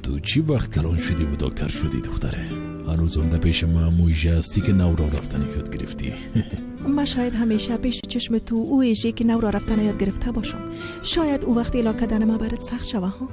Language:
Tajik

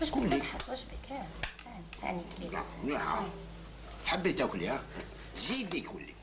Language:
Algerian Arabic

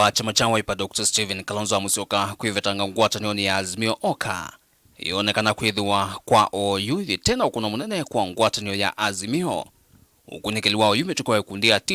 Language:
Kamba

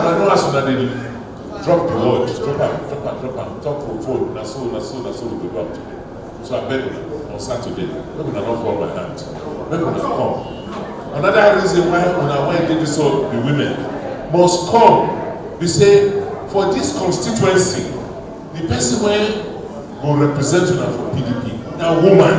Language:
Nigerian Pidgin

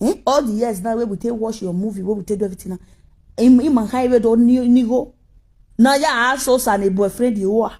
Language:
Nigerian Pidgin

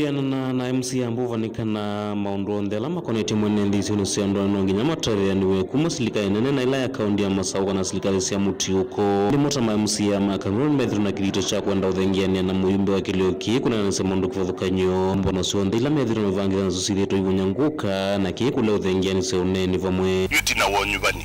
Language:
Kamba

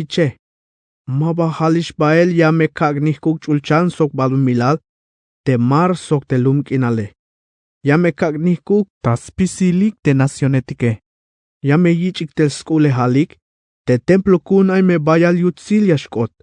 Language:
Tzeltal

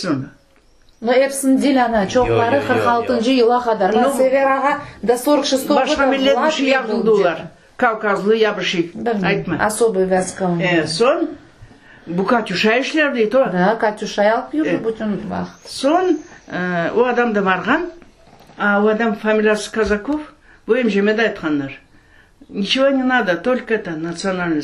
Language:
Crimean Tatar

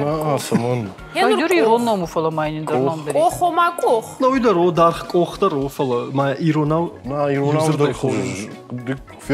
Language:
Ossetic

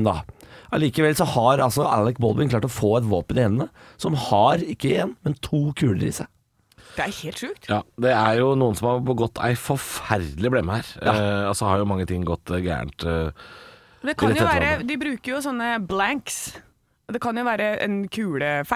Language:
Norwegian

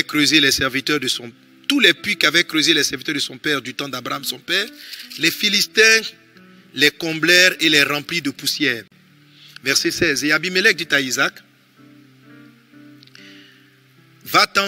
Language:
French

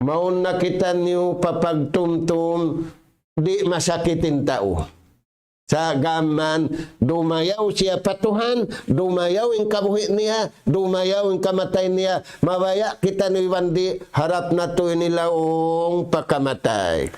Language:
Tausug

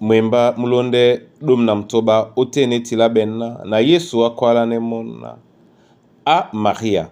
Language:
Duala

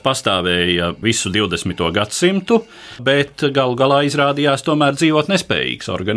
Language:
Latvian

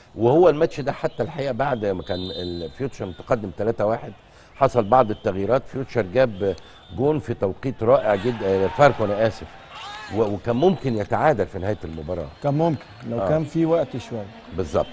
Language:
Egyptian Arabic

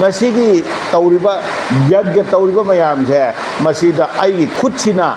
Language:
Manipuri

